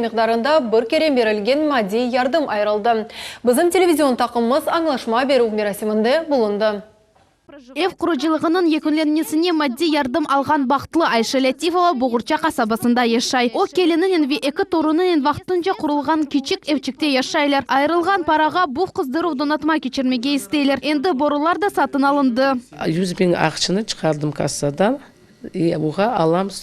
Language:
Crimean Tatar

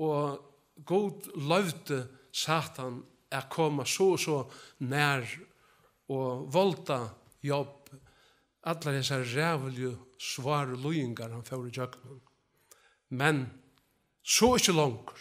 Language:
Faroese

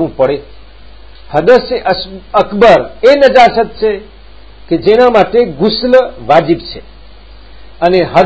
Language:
Gujarati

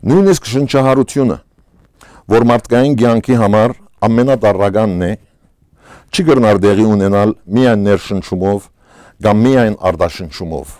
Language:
Western Armenian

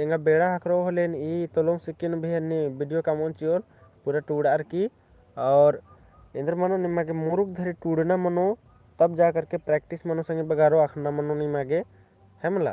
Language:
Kurukh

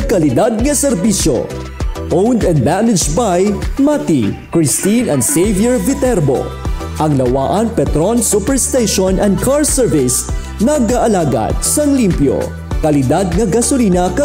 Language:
Hiligaynon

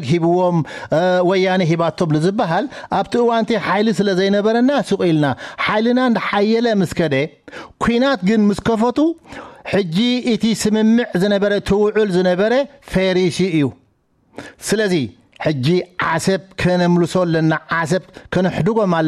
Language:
Tigrinya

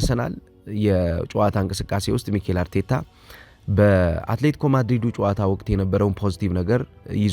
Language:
Amharic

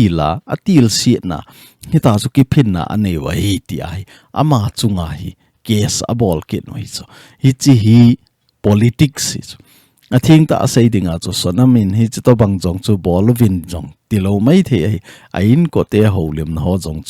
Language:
Thado Chin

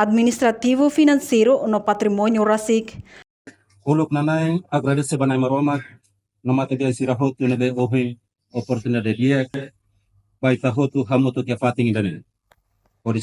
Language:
Tetum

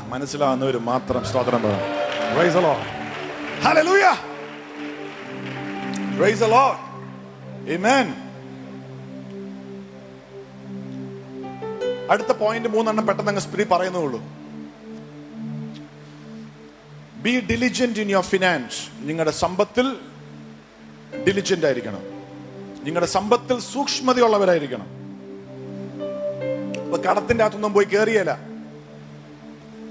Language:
Malayalam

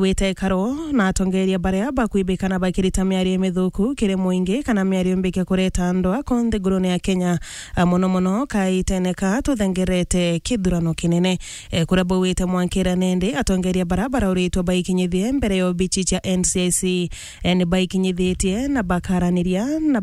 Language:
Meru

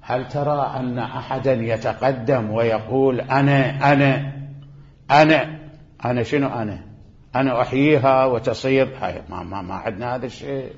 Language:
Mesopotamian Arabic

